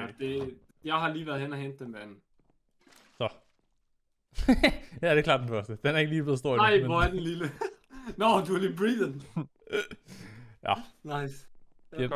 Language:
Danish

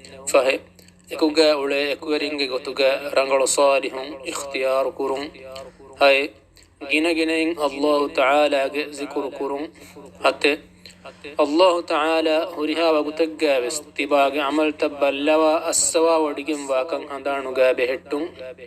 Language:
Divehi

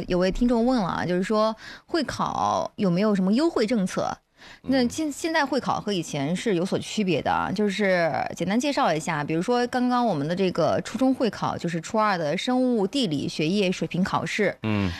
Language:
Chinese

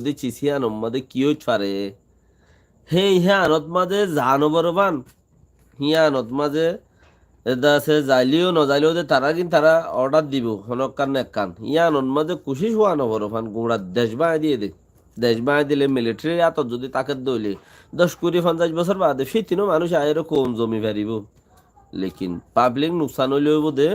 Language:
Rohingya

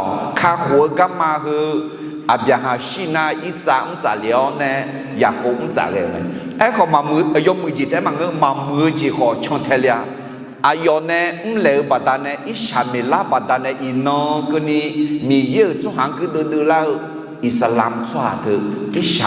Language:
Akha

